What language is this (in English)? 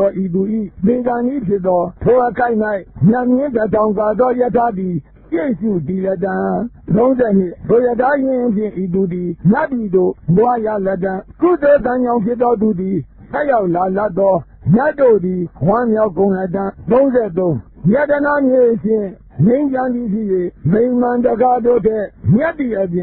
Burmese